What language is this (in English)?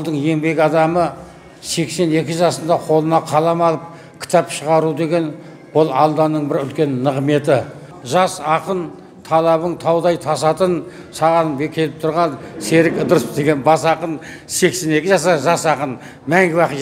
Kazakh